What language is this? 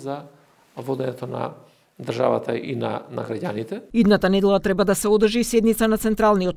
Macedonian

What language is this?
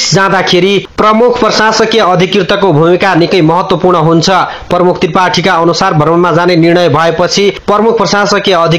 Nepali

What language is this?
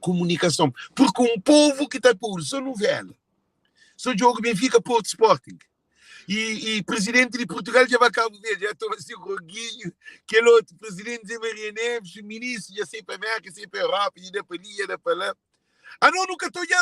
Kabuverdianu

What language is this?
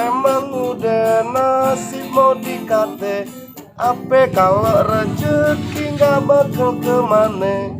Betawi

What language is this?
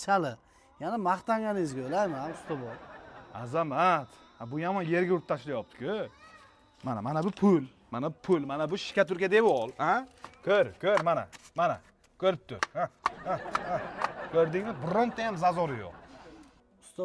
Uzbek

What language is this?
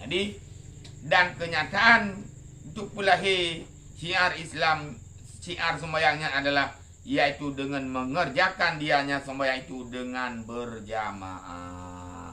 Achinese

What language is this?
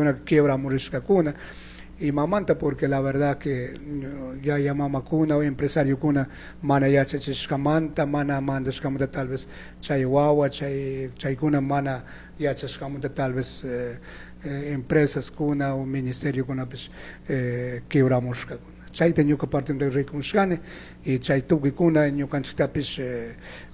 Chimborazo Highland Quichua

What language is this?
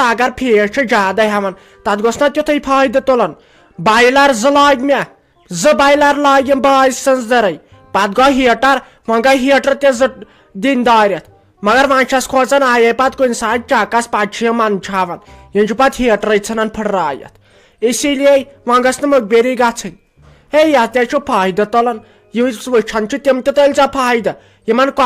Kashmiri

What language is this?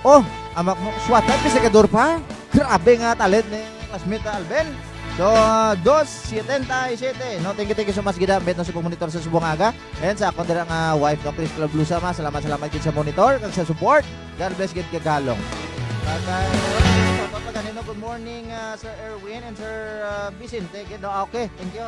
Hiligaynon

